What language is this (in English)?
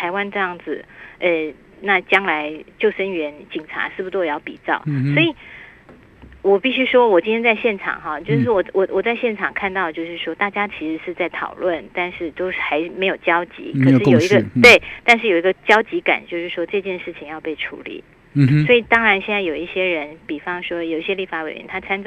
Chinese